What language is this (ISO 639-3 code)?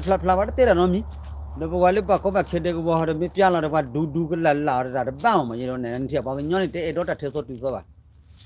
ksw